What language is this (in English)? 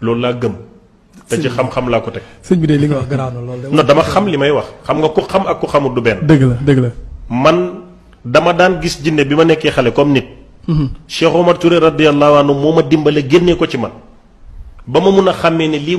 Wolof